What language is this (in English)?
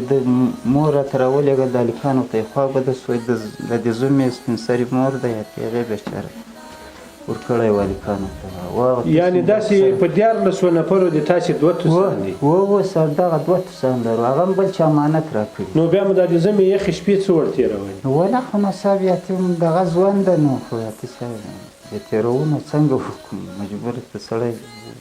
Pashto